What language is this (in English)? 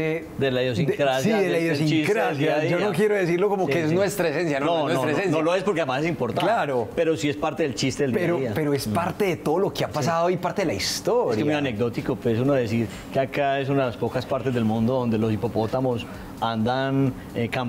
Spanish